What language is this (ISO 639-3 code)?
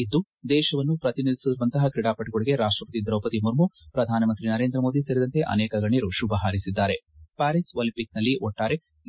kan